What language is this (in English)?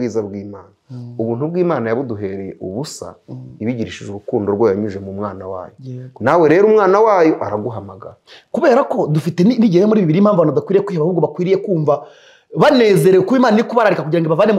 Kinyarwanda